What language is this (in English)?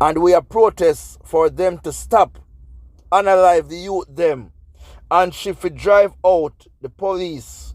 Jamaican Creole English